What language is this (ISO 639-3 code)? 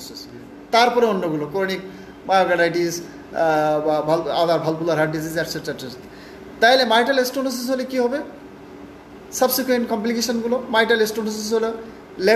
ben